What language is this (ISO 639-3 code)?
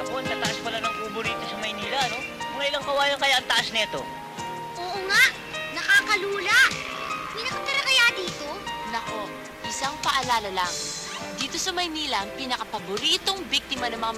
fil